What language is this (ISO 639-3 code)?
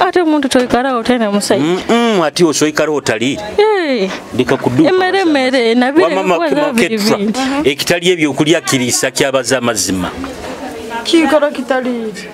nyo